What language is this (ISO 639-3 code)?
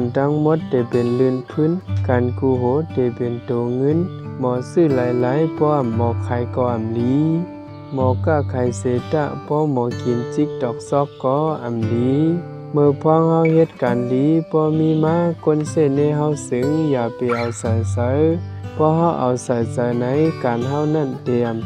shn